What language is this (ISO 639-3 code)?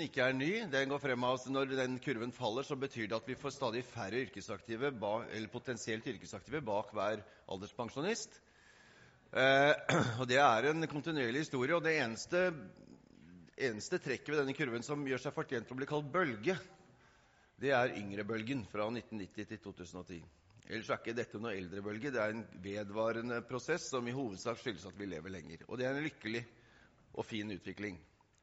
nor